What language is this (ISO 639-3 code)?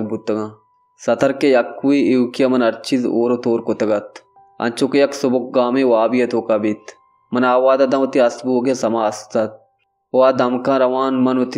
bal